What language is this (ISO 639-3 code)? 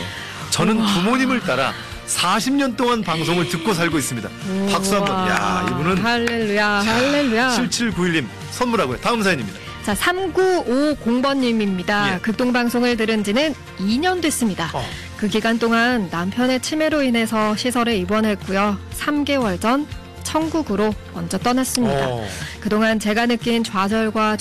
kor